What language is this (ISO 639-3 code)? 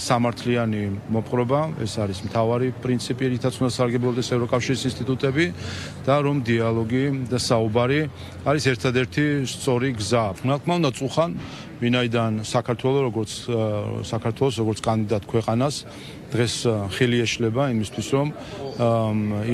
kat